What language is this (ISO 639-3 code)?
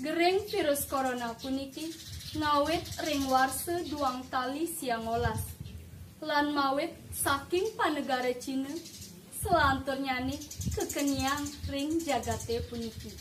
ban